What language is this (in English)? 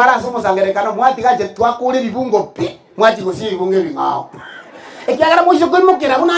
Gusii